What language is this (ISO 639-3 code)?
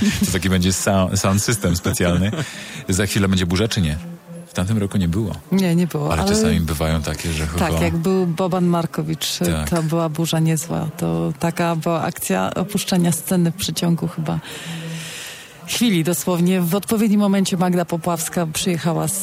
pol